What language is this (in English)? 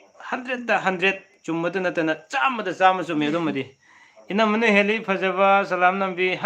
Manipuri